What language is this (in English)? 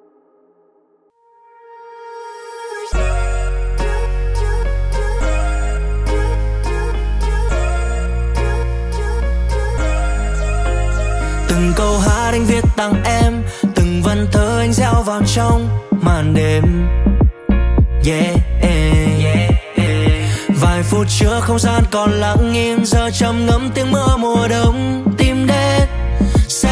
Vietnamese